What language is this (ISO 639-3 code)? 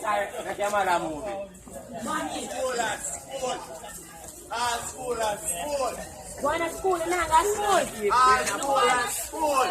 jam